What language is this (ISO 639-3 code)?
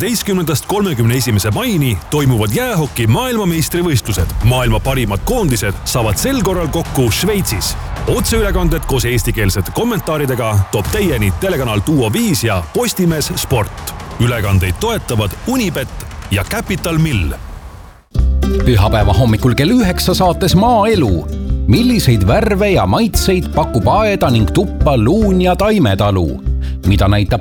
est